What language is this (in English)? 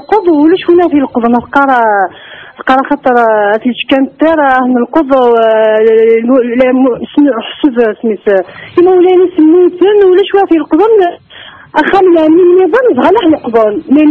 Kabyle